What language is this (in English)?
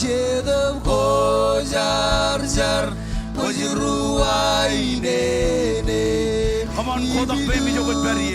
Marshallese